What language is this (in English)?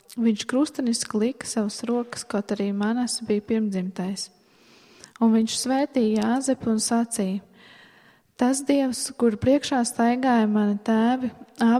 Latvian